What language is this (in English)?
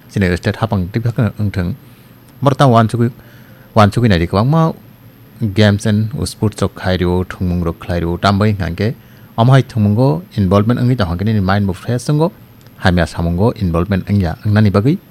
Kok Borok